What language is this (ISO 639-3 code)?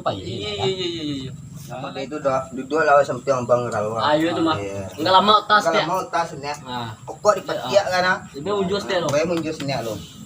min